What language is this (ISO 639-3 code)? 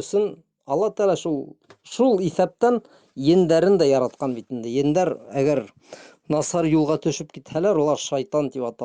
bak